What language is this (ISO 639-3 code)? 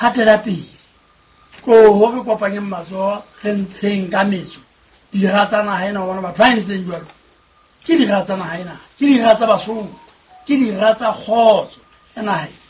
sot